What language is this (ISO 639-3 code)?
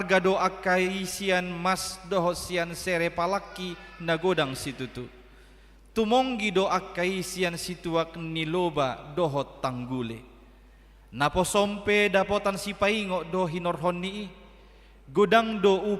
bbc